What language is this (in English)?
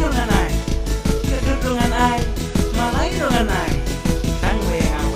Khasi